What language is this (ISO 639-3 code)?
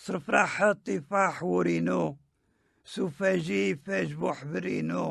kab